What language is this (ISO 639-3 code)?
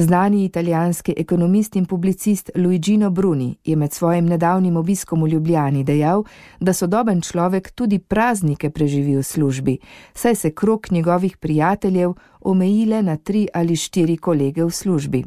slv